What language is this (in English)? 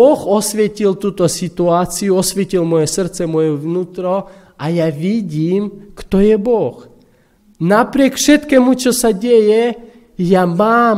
Slovak